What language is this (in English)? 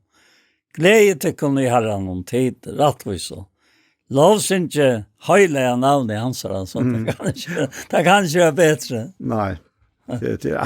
Faroese